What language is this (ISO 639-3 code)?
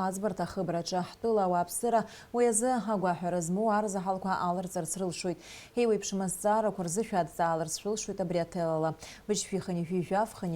abk